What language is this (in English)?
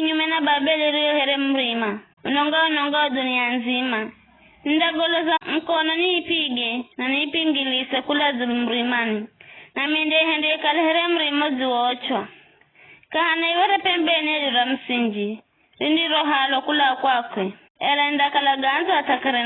Giryama